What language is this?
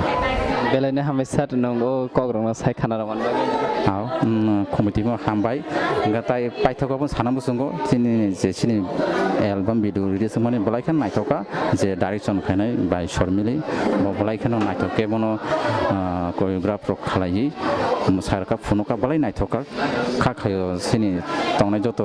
Kok Borok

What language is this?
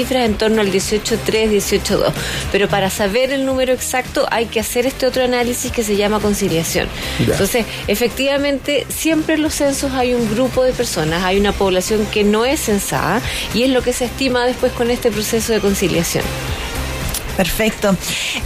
Spanish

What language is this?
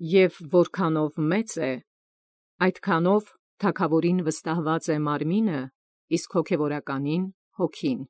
Armenian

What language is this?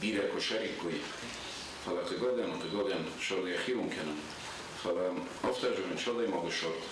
Ossetic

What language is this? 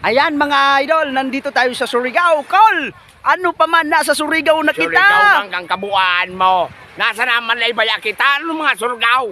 Bikol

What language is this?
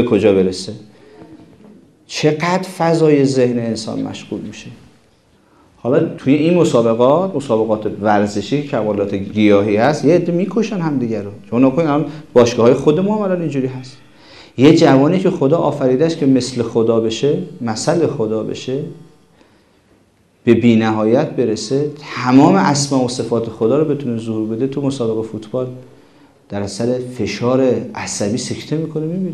Persian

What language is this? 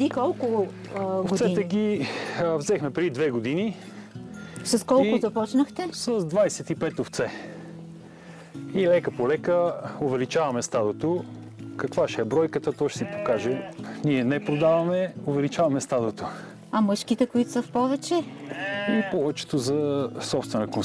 Bulgarian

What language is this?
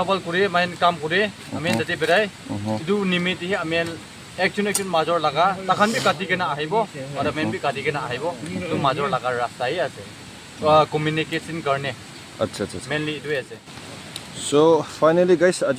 Naga Pidgin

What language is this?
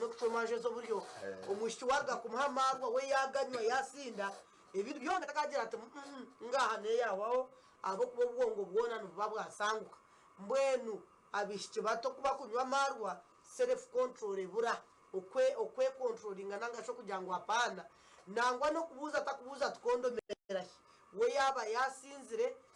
Nyankole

